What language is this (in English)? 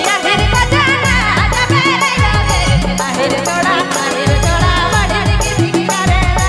Sadri